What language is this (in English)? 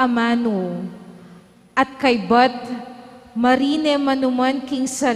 Pampanga